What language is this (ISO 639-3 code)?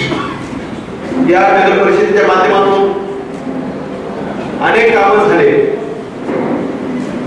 mar